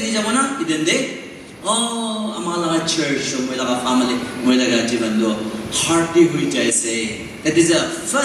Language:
Naga Pidgin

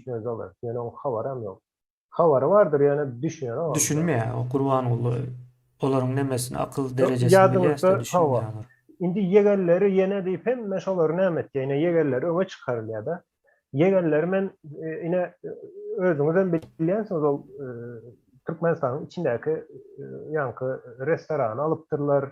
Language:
Turkmen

